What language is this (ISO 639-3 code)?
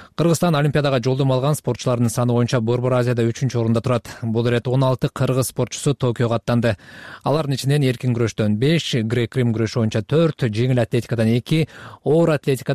kir